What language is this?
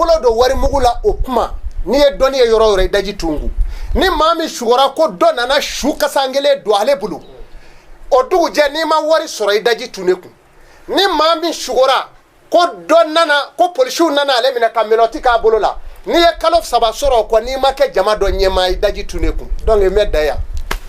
Bambara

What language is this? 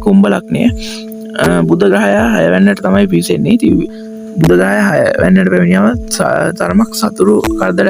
Sinhala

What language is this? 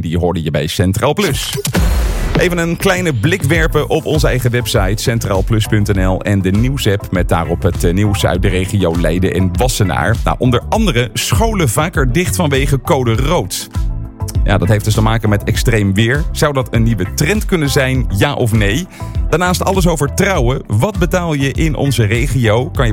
Dutch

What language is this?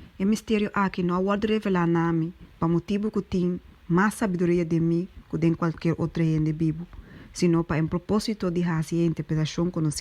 Papiamento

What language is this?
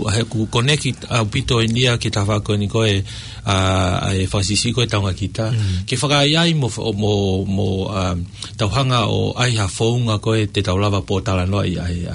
Tongan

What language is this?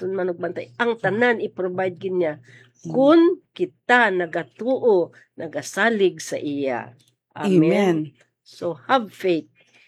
Hiligaynon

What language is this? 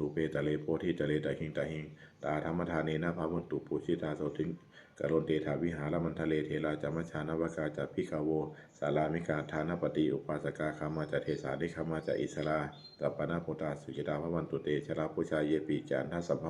Pali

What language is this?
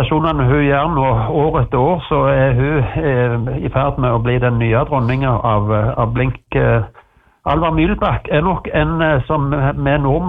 Norwegian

